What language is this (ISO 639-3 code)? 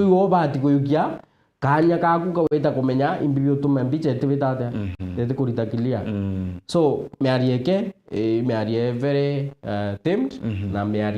mer